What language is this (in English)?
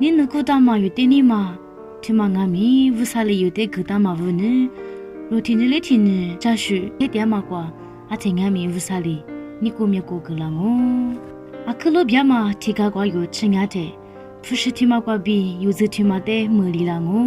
Lisu